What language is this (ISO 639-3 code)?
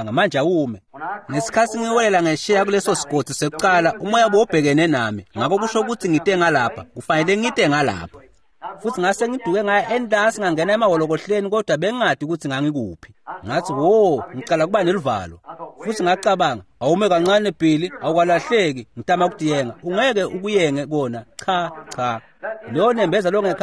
ssw